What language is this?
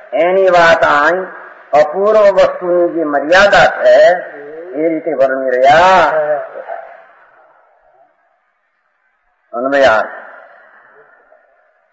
Gujarati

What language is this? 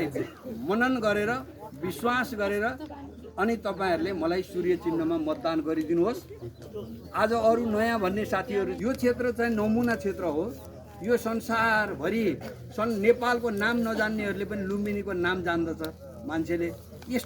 Nepali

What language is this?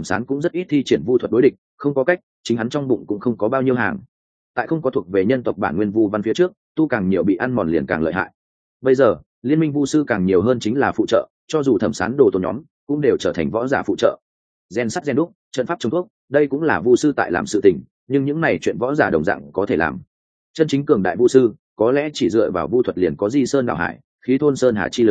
Vietnamese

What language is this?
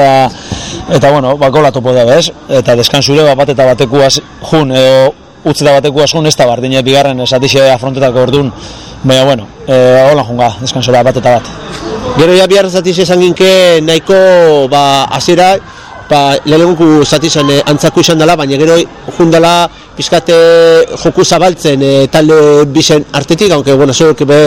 Basque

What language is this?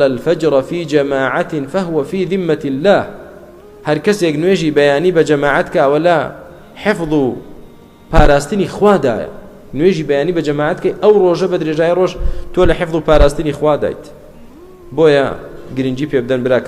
Central Kurdish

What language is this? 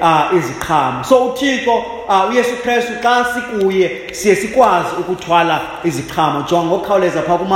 Xhosa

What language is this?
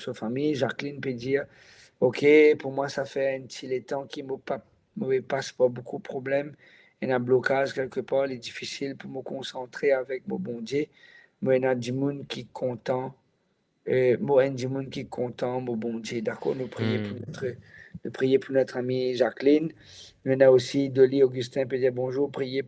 Morisyen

